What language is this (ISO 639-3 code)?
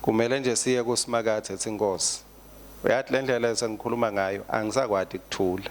ssw